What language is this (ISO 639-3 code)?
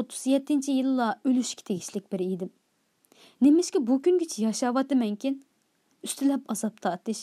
uig